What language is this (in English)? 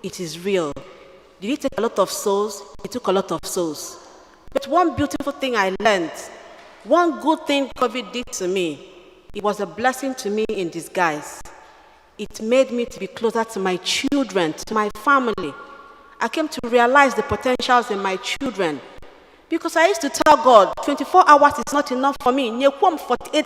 Igbo